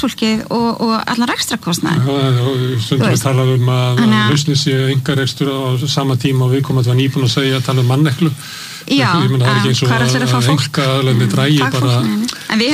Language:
Icelandic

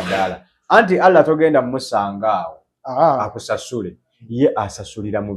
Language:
Ganda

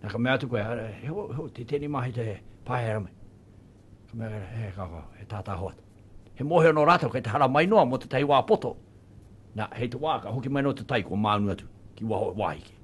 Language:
Māori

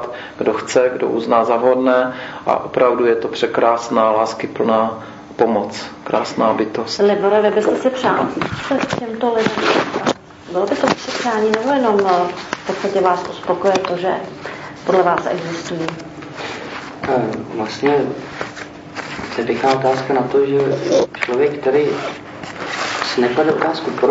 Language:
Czech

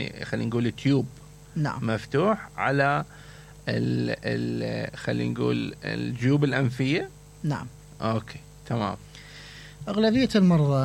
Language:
Mesopotamian Arabic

